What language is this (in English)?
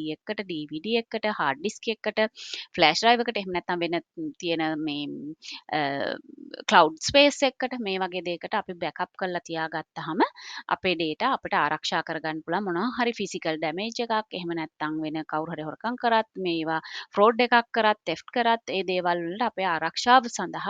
Sinhala